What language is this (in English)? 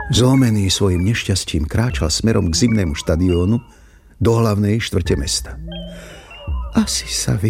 Slovak